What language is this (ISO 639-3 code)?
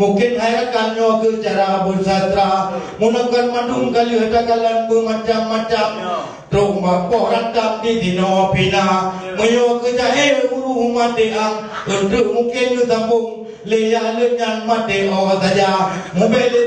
ace